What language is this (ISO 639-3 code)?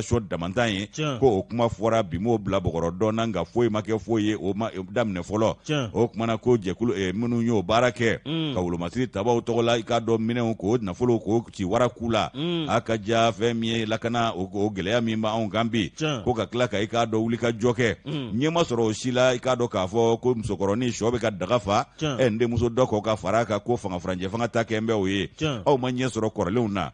bam